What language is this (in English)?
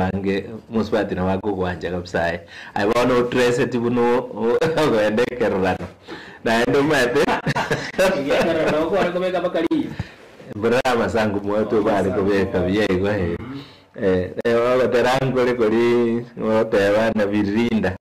Gusii